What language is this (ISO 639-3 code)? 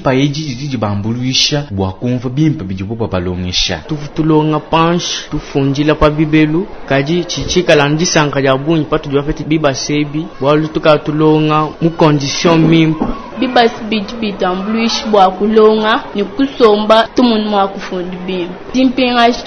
lua